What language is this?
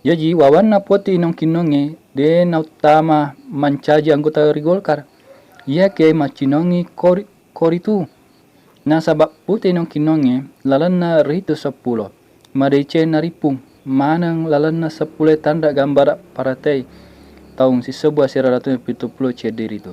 Buginese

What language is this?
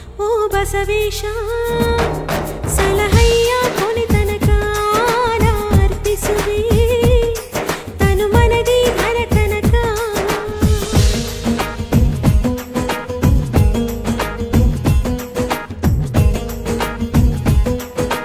Kannada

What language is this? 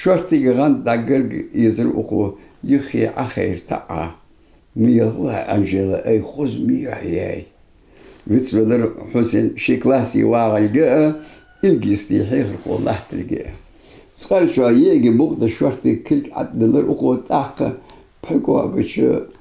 Ingush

